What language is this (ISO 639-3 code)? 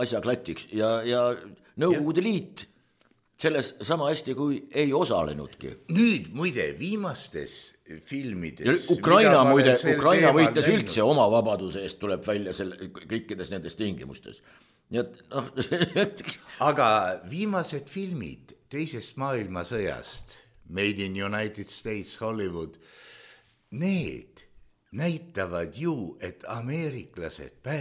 est